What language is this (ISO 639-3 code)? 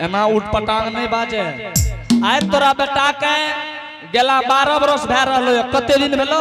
anp